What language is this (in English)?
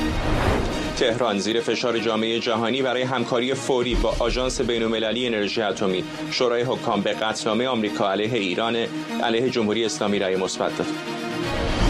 Persian